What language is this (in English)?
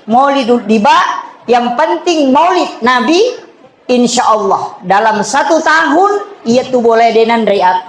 Buginese